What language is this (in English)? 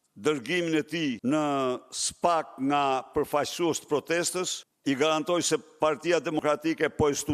Albanian